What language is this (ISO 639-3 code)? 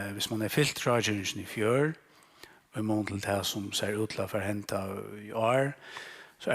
fao